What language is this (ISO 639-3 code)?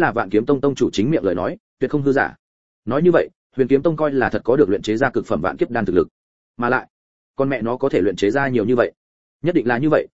vie